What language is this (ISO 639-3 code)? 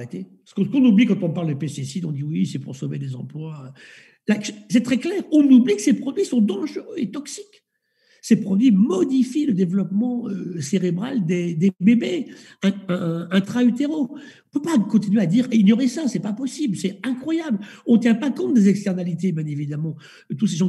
fra